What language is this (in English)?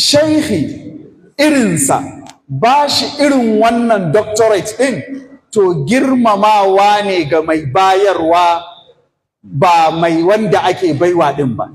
Hausa